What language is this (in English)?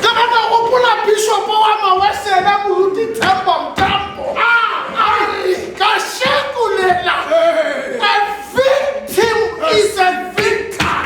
Tswana